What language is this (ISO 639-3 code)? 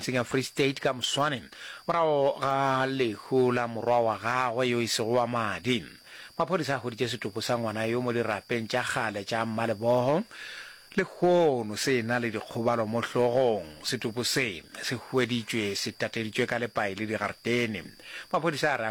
nso